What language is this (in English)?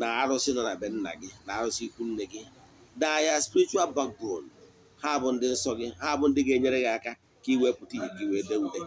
Igbo